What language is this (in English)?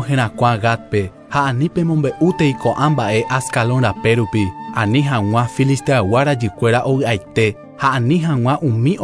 Guarani